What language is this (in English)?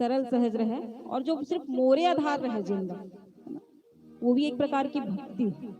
Chhattisgarhi